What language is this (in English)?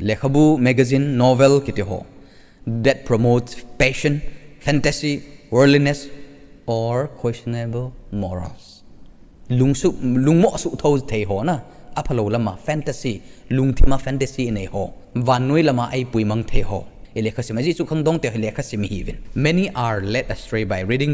Thado Chin